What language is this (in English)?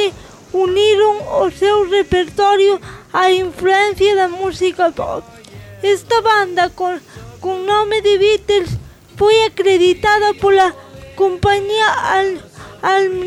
Galician